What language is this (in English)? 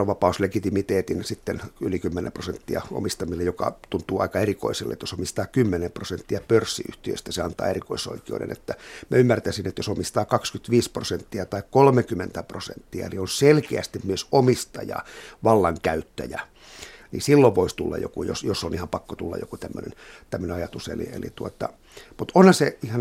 Finnish